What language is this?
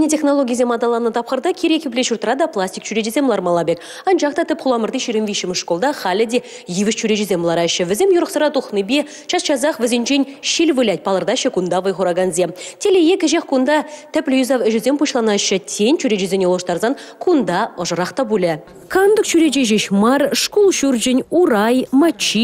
Chuvash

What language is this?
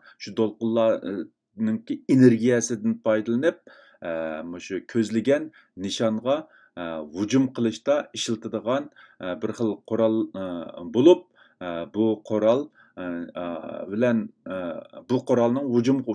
Uyghur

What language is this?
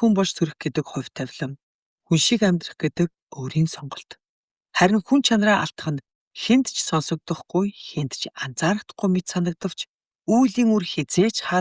Mongolian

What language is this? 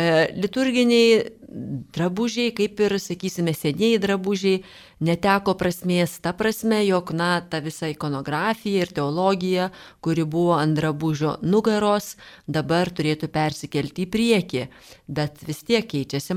Lithuanian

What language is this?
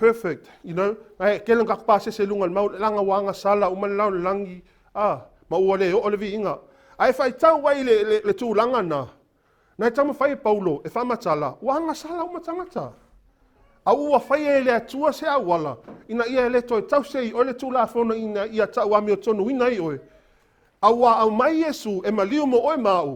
Samoan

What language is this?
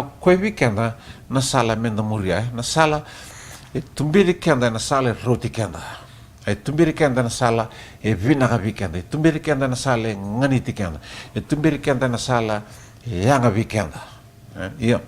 Fijian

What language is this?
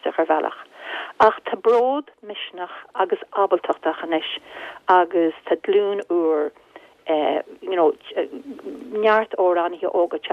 Irish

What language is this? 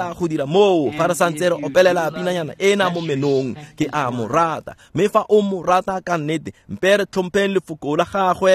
Tswana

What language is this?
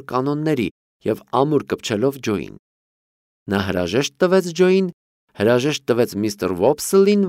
Armenian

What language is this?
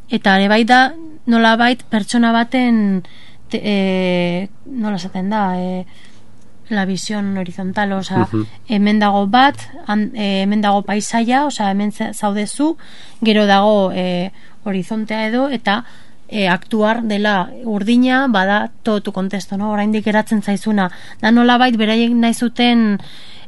Basque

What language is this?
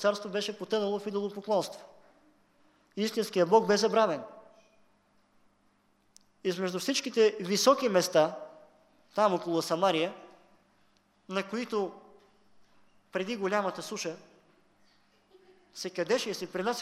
Bulgarian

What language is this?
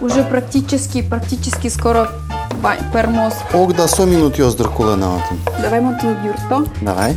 Udmurt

